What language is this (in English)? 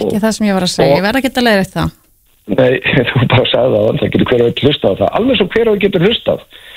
Icelandic